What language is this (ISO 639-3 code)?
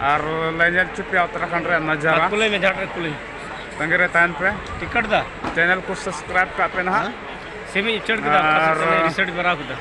sat